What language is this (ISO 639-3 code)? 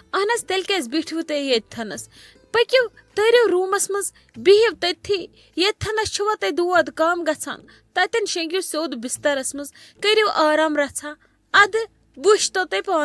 kas